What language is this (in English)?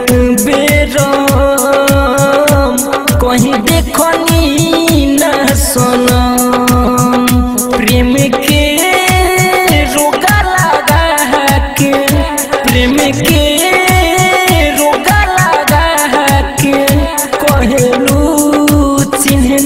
Bhojpuri